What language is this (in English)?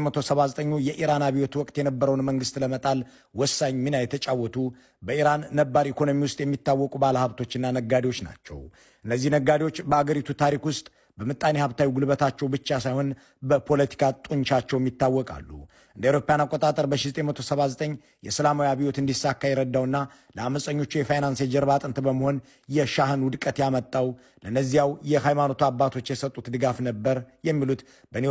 Amharic